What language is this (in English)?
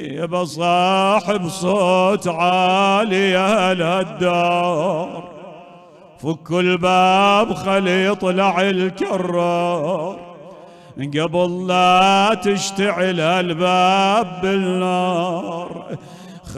Mesopotamian Arabic